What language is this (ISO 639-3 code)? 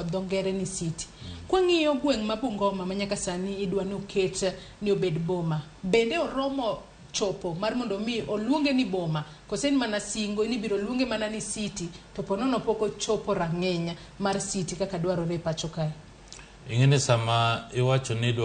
luo